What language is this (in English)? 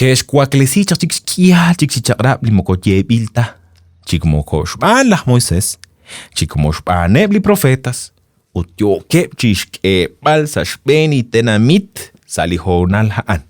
Kekchí